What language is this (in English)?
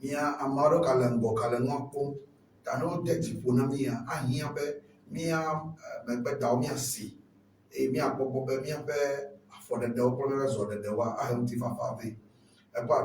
Ewe